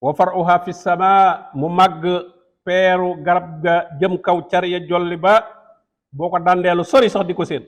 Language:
Wolof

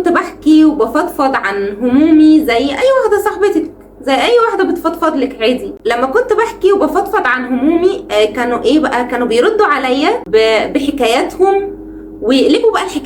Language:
Egyptian Arabic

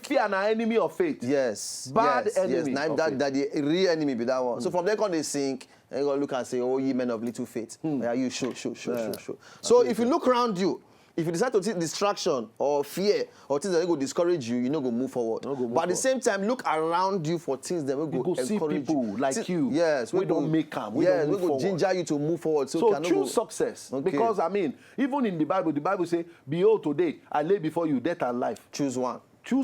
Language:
Nigerian Pidgin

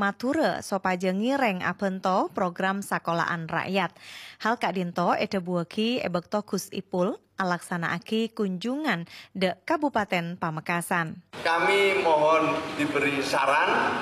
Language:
Madurese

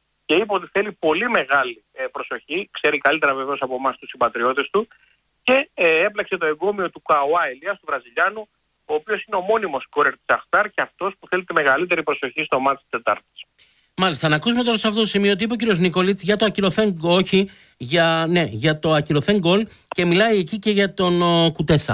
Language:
Greek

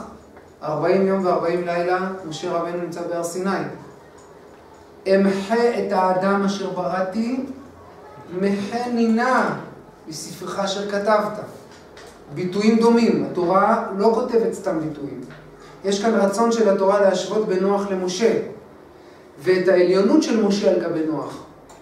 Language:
Hebrew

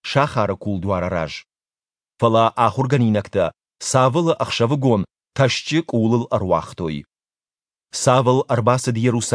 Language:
Ossetic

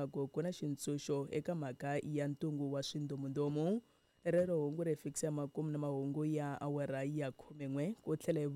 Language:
Tsonga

